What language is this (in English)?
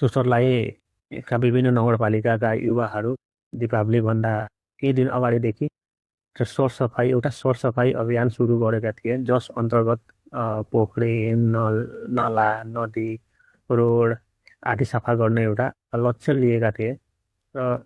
Nepali